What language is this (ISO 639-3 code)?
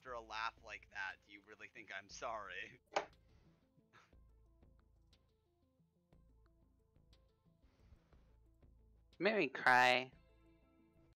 eng